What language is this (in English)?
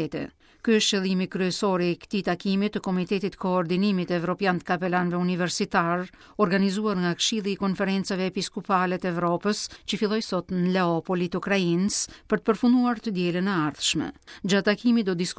Albanian